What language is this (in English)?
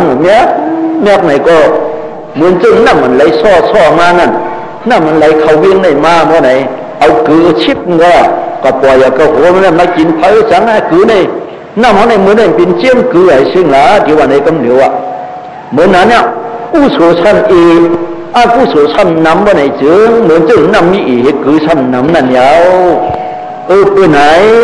Shan